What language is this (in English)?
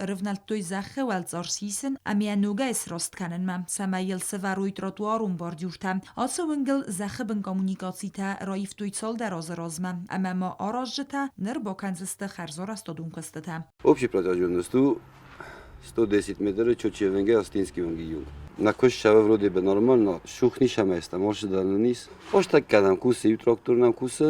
Ossetic